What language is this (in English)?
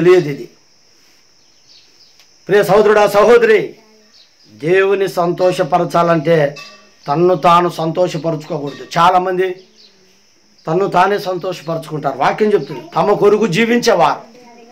Telugu